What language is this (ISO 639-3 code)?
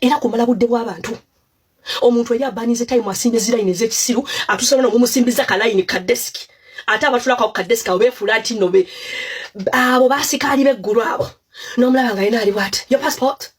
lug